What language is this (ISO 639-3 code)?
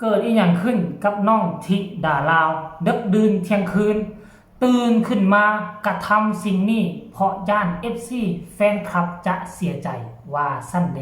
tts